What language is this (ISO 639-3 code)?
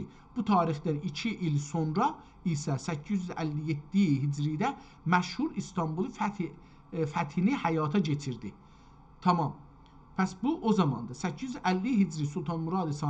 azb